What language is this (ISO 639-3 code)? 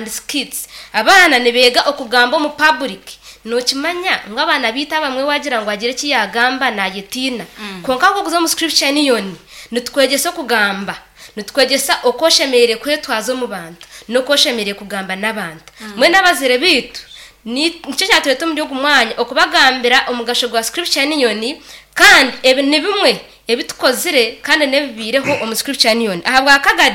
nyn